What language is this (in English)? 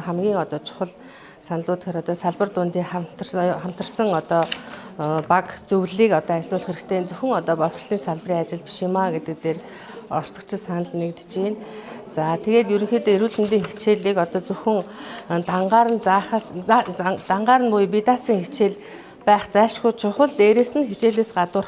Mongolian